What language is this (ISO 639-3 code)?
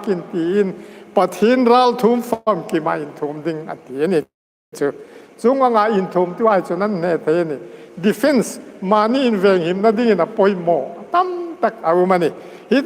hmr